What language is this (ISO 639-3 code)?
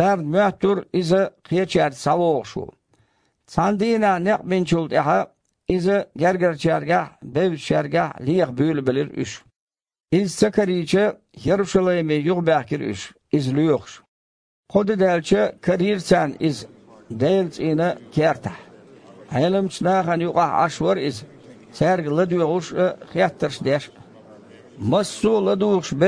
che